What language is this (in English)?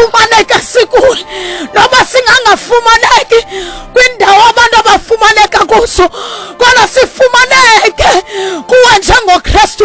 Xhosa